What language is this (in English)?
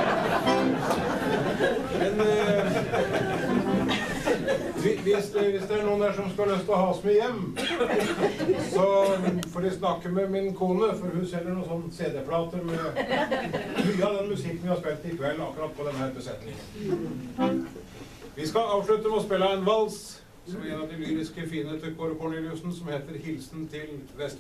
Norwegian